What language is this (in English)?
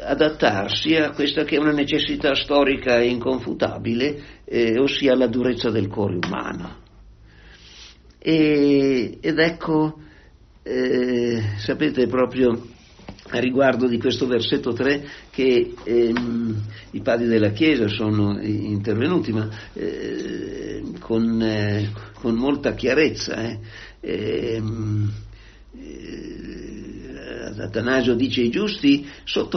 Italian